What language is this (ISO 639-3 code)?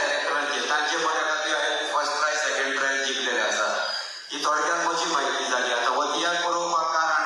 kok